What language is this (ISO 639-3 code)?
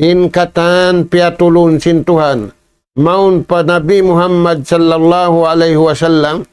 tsg